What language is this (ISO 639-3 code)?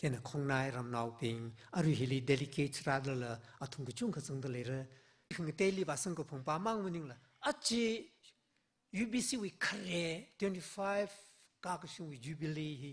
nmf